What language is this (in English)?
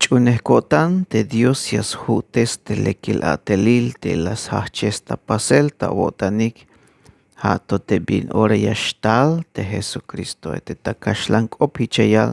Tzeltal